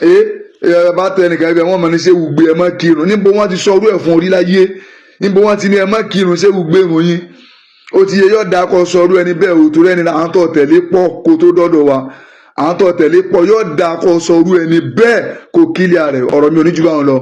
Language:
Yoruba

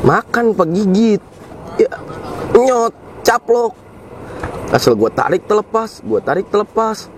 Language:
Betawi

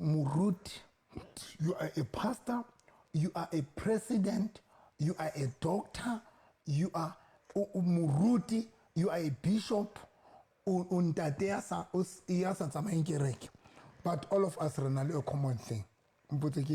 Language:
Southern Sotho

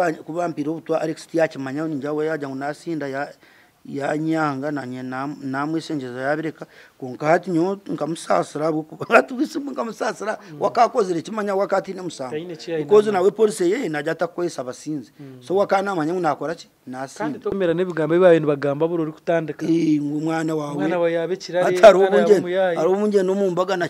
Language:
Nyankole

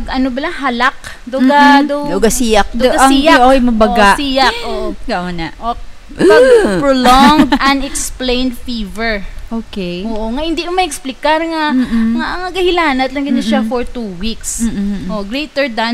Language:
Hiligaynon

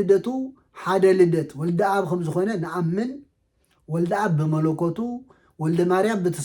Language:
Tigrinya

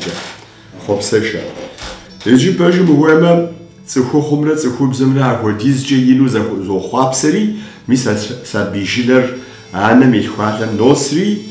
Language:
Kabardian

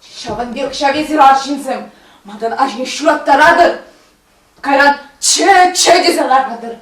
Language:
Chuvash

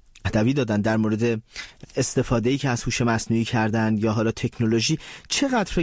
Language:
Persian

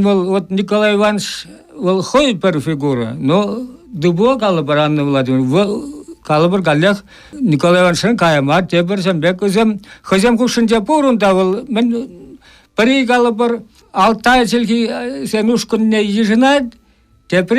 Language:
Chuvash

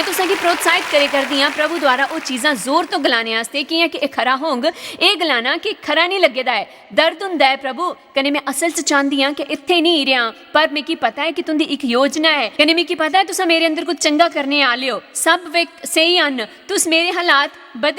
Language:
Dogri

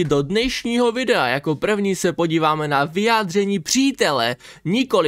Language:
Czech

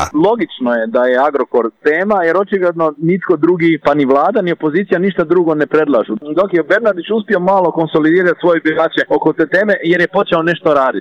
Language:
Croatian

